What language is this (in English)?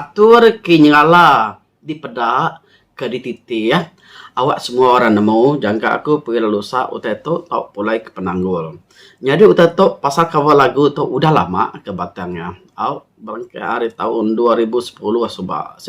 Iban